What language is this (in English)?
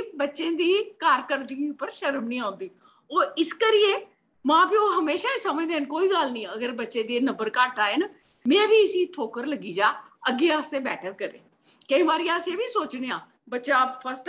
Dogri